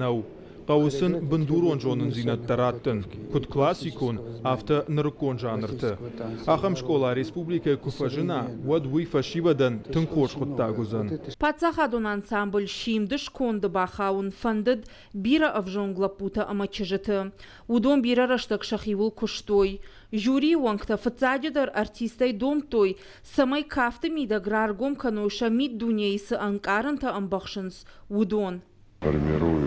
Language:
Ossetic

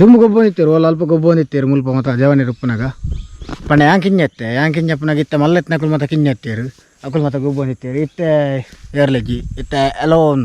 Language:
Tulu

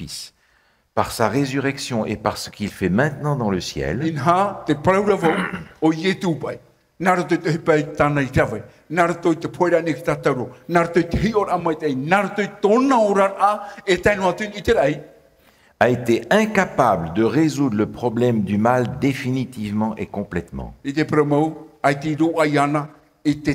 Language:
Tahitian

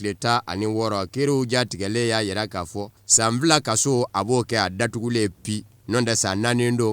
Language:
Bambara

